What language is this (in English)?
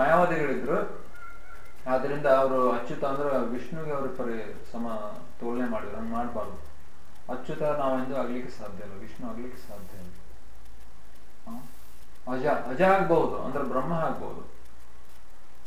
Kannada